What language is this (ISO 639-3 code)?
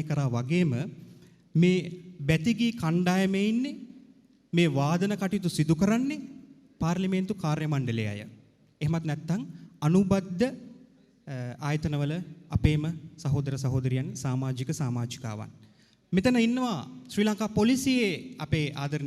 sin